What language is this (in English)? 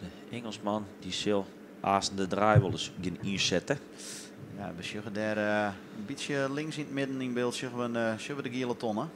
Western Frisian